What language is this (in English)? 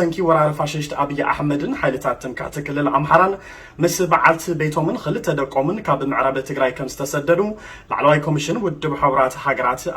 Tigrinya